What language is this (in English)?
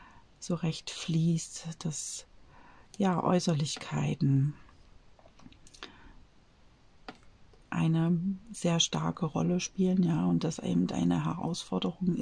German